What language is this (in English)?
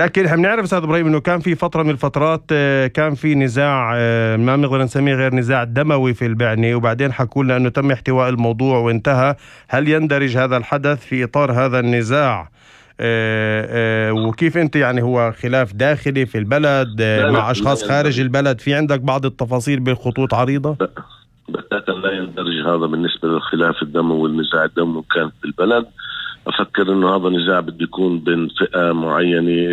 North Levantine Arabic